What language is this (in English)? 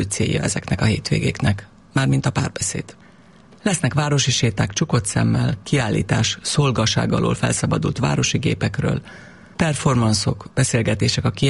Hungarian